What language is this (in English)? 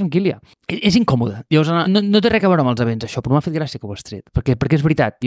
Catalan